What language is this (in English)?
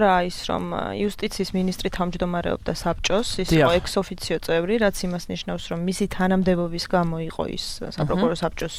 Georgian